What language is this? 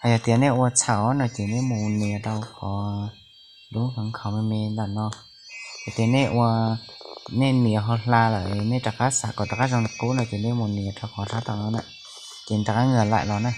Hmong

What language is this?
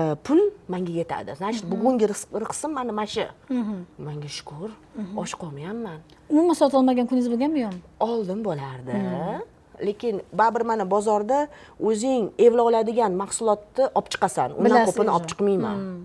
Uzbek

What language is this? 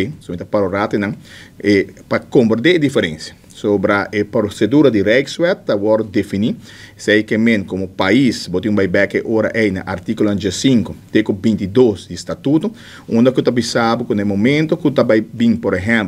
Papiamento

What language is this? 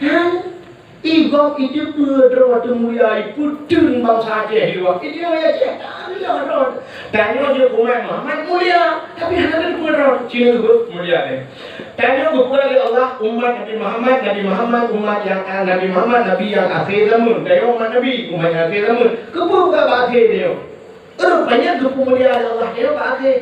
Achinese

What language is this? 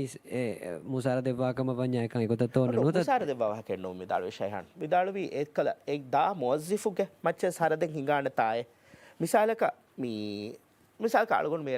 Divehi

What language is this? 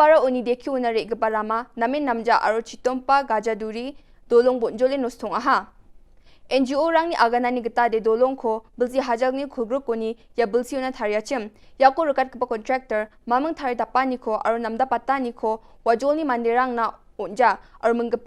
Garo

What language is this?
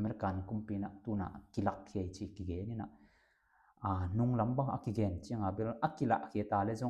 Tedim Chin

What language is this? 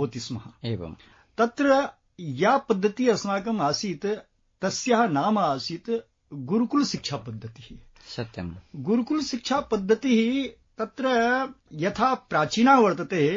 Sanskrit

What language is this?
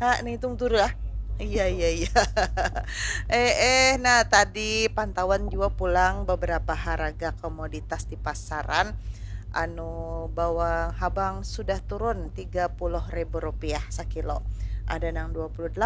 Banjar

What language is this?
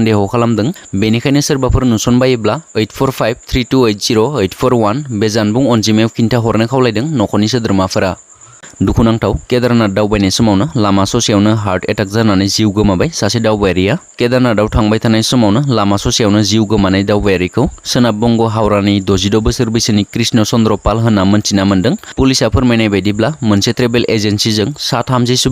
Bodo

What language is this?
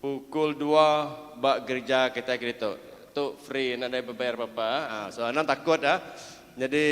Iban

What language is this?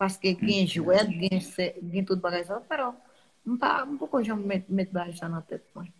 Haitian Creole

